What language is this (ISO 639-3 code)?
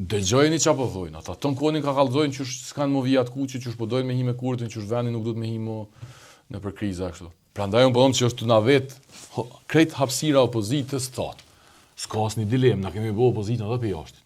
sqi